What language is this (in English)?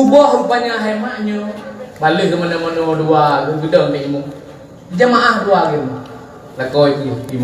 Achinese